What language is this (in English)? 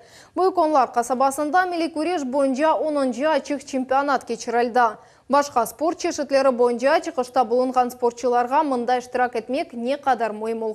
Crimean Tatar